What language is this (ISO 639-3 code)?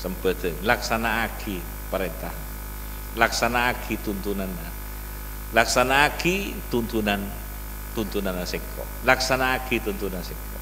mad